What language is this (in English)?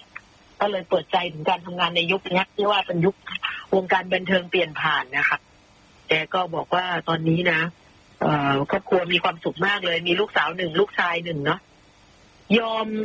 Thai